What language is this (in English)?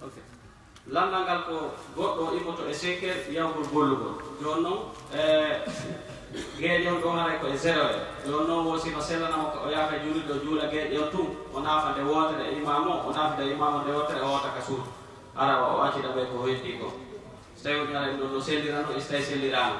Fula